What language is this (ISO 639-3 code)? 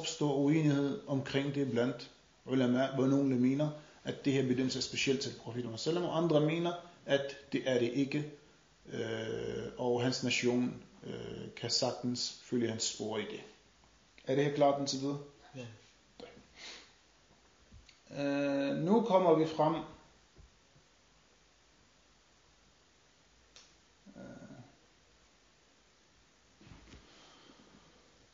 dan